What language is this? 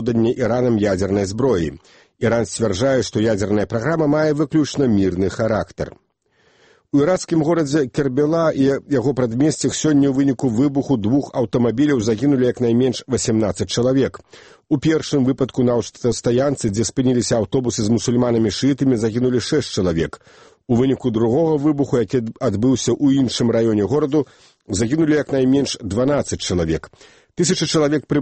Belarusian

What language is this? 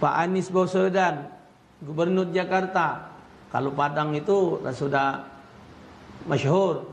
Musi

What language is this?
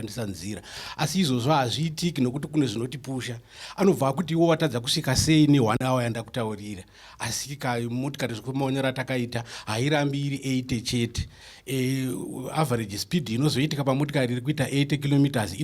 Shona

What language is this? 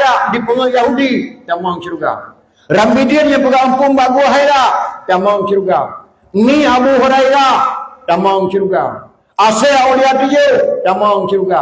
Achinese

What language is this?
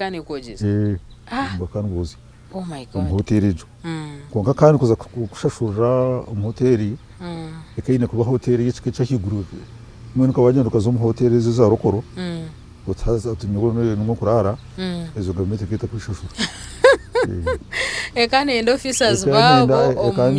Nyankole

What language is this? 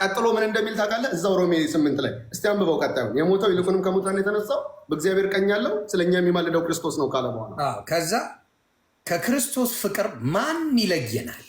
Amharic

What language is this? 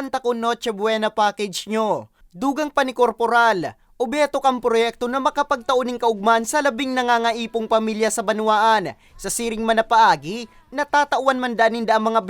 Bikol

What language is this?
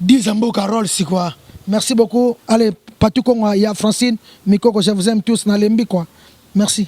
Lingala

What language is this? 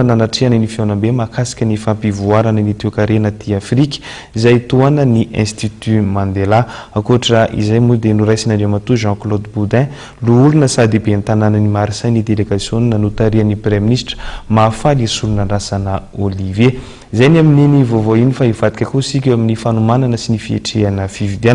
Malagasy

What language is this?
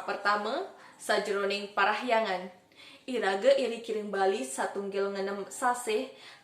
Balinese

